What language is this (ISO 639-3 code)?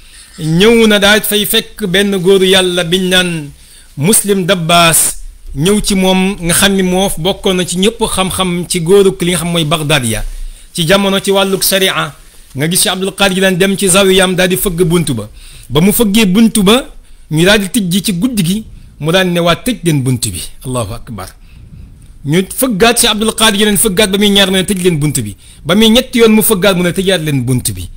wol